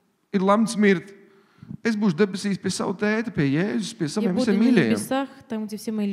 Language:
Latvian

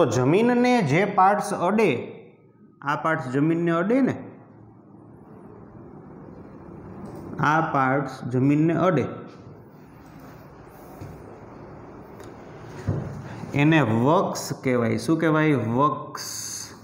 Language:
Gujarati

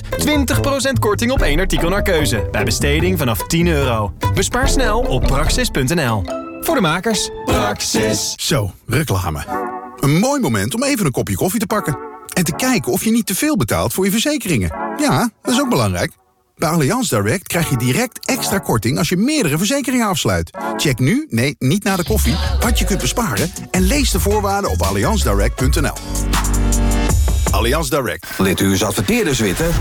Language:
Dutch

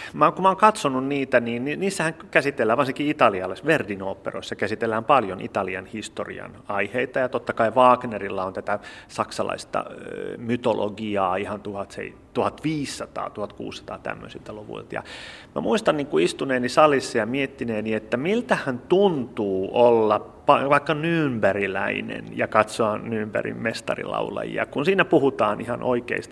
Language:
Finnish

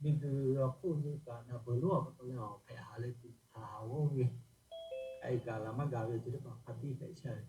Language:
Lahu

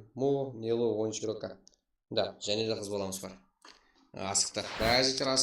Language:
Kara-Kalpak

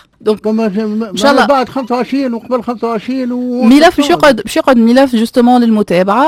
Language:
Tunisian Arabic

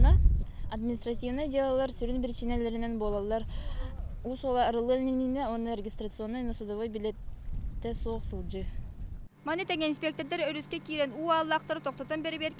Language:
Yakut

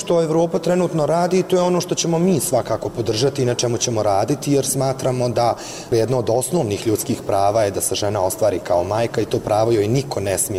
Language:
Bosnian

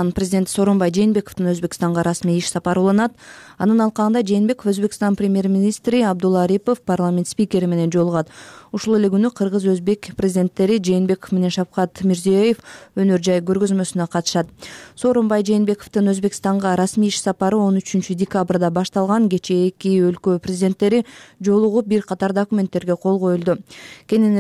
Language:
Kyrgyz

